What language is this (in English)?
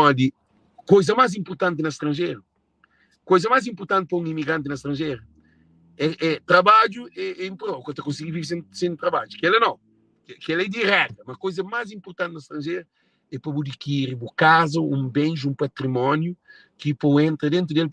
Kabuverdianu